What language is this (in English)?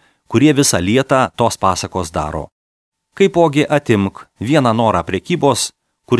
Lithuanian